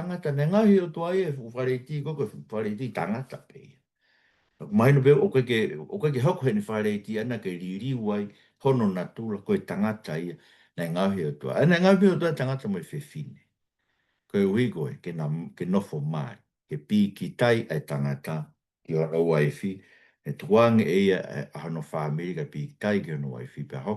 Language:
Tongan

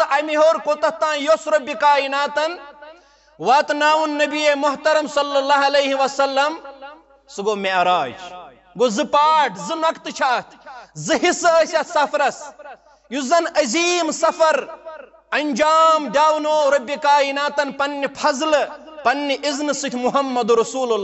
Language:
Kashmiri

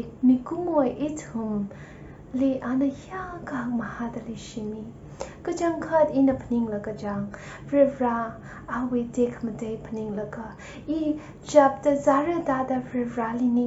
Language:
Tangkhul Naga (India)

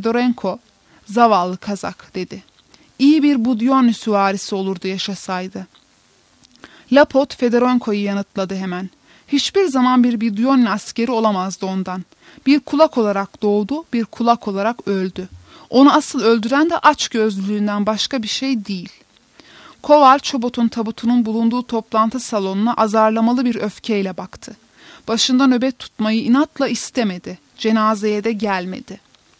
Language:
Turkish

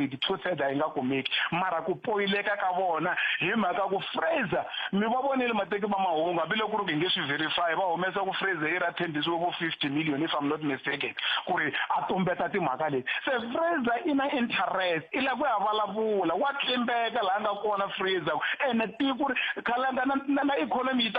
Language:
Tsonga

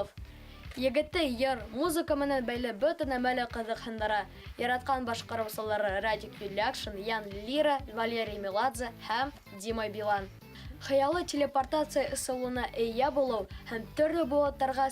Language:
Bashkir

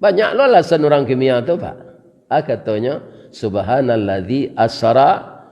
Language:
Minangkabau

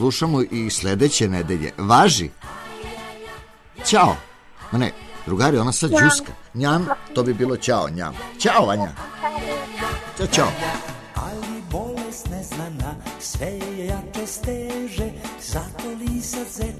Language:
Serbian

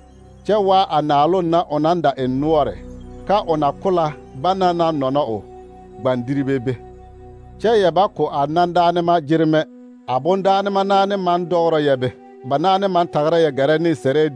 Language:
Southern Dagaare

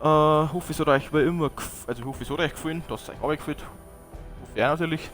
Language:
Bavarian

